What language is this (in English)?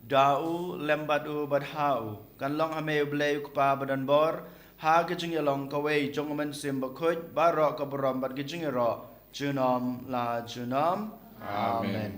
Khasi